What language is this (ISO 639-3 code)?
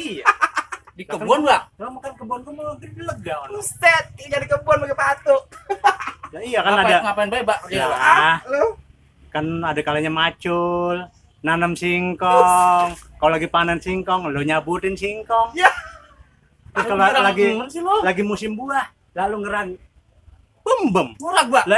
bew